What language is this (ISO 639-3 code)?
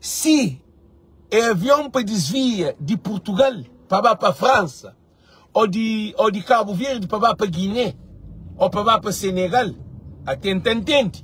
kea